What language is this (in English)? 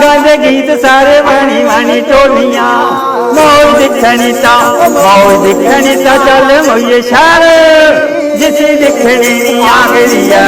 Dogri